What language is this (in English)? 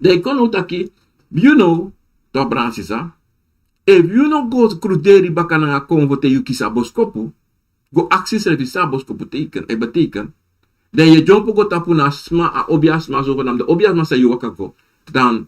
Sranan Tongo